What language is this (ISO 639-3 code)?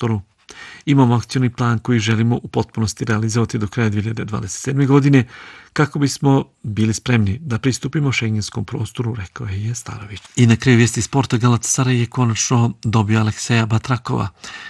bos